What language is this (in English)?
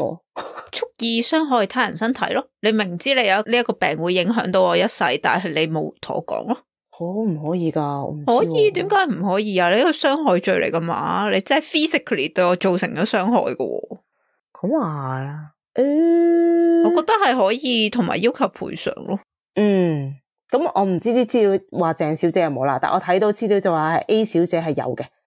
Cantonese